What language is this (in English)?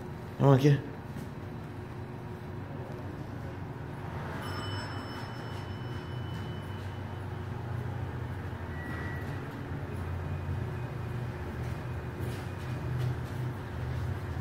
Vietnamese